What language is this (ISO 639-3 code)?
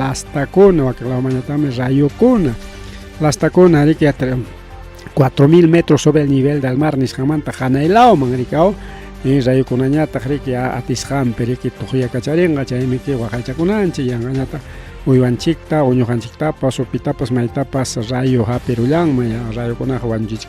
quy